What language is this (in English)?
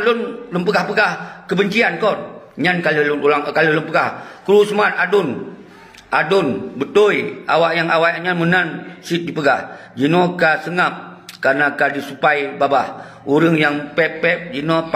Achinese